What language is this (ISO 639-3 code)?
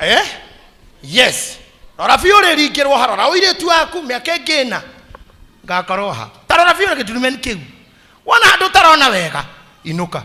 kik